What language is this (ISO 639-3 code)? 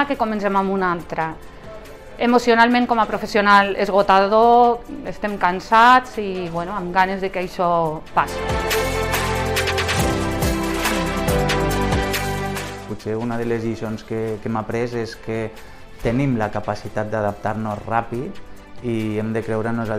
cat